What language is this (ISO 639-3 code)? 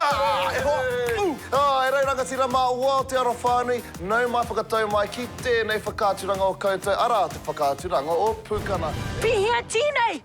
mri